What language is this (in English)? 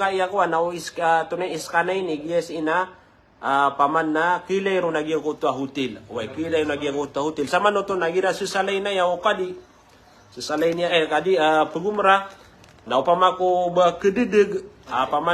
Maranao